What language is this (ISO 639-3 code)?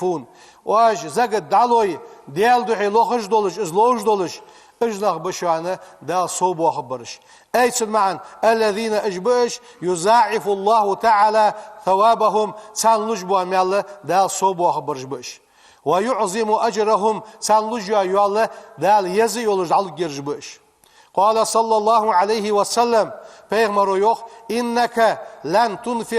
inh